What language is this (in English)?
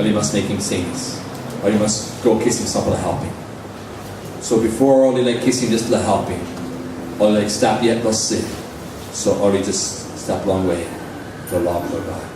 Tok Pisin